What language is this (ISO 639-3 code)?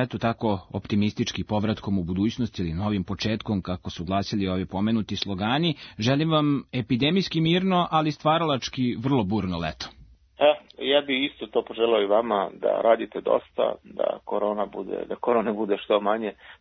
srp